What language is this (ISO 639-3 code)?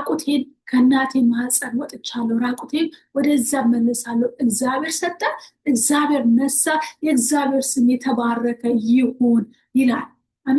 amh